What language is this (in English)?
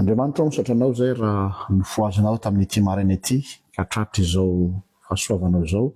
Malagasy